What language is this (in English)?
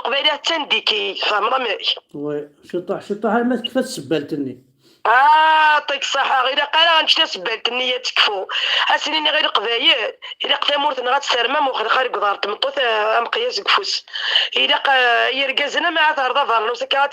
Kabyle